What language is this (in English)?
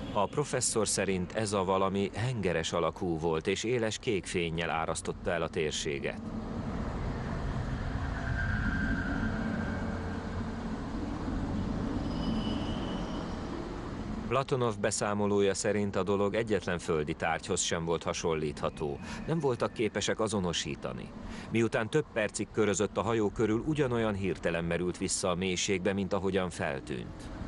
Hungarian